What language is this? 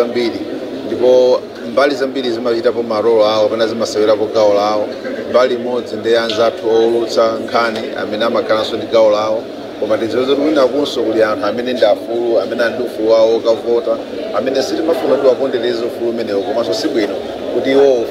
Nyanja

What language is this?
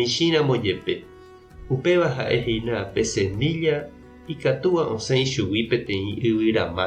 Guarani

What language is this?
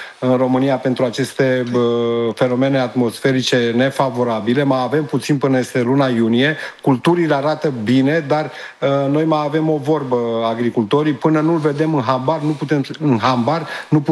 Romanian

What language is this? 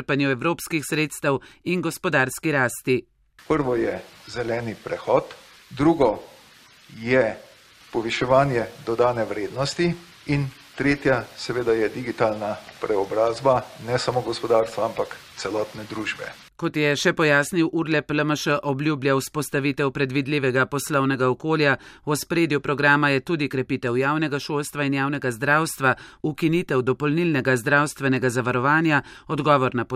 Slovenian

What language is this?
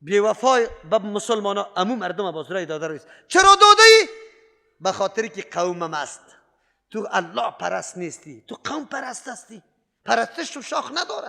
Persian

